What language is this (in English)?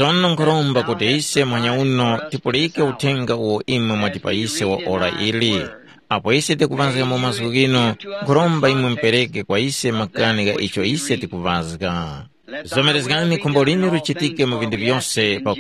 Tumbuka